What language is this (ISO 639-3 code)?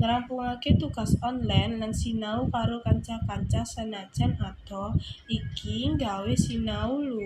jav